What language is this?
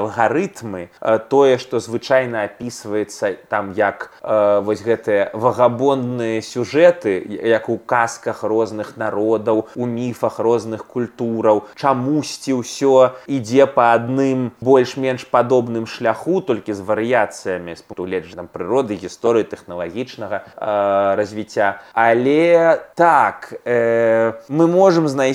Belarusian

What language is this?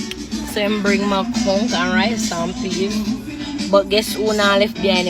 Jamaican Creole English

